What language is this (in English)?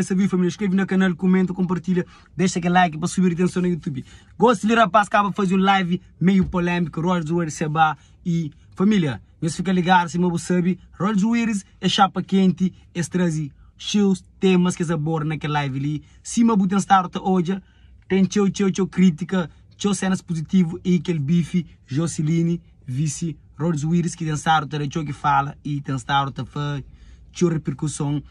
Kabuverdianu